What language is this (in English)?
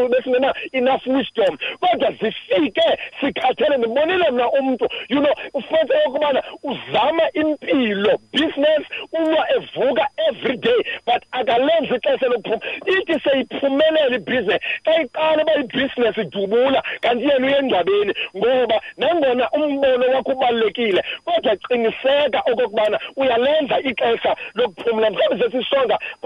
Xhosa